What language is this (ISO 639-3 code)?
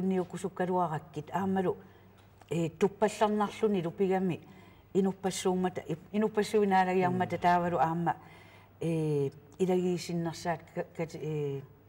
kal